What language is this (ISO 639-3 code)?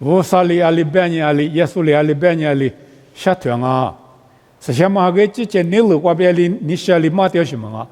lis